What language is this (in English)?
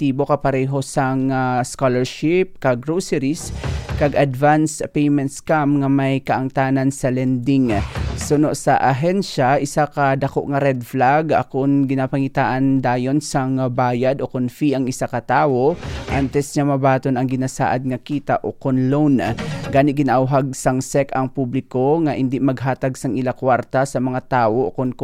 Hiligaynon